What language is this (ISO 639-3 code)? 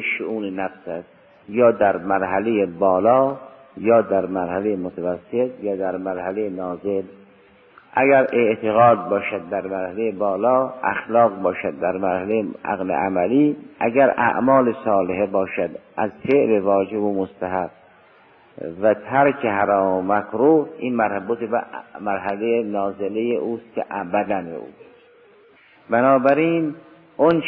fas